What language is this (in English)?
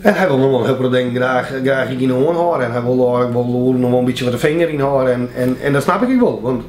Western Frisian